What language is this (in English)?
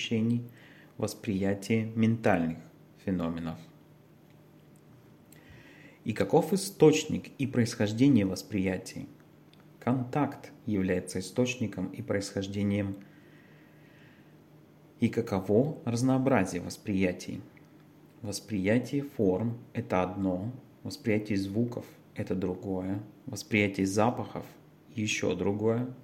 Russian